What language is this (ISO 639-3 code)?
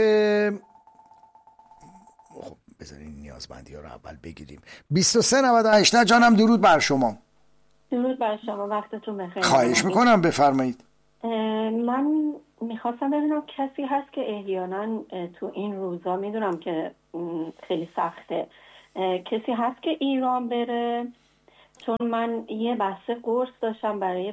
fas